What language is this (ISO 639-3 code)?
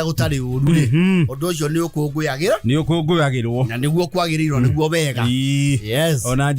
kik